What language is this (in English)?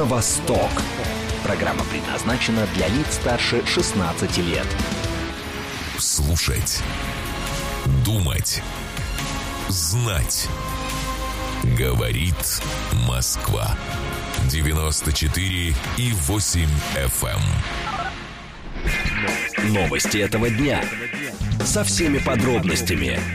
Russian